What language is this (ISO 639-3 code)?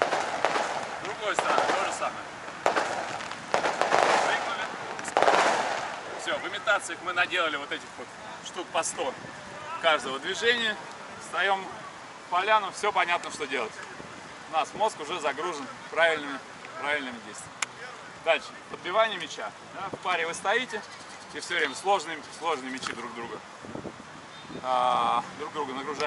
rus